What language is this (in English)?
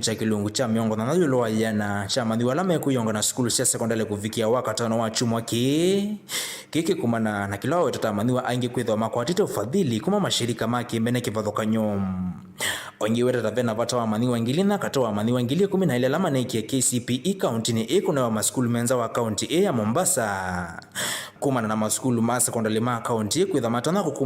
Kamba